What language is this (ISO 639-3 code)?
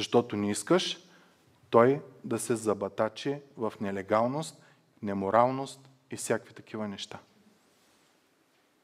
bul